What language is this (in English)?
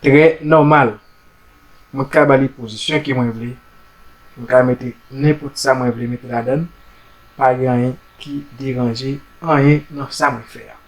Haitian Creole